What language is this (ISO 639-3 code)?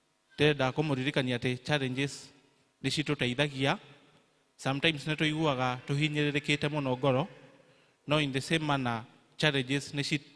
kik